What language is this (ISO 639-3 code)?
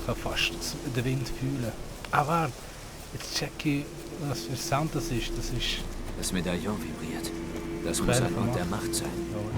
gsw